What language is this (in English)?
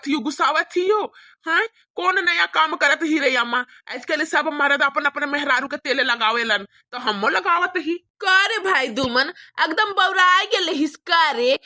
Bhojpuri